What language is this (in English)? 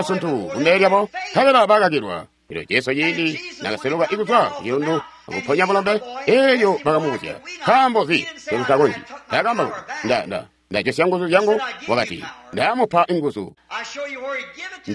Tonga (Zambia)